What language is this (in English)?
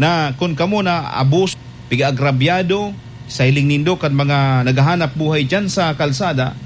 Bikol